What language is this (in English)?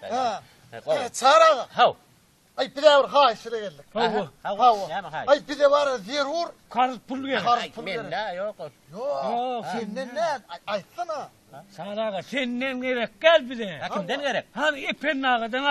Turkmen